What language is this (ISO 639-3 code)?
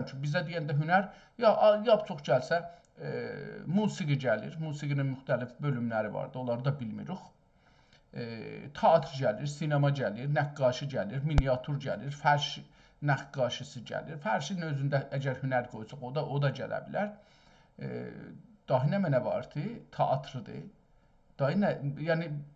azb